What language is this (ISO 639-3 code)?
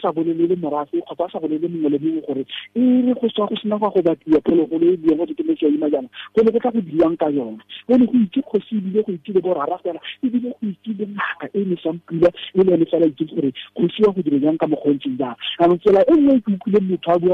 tsn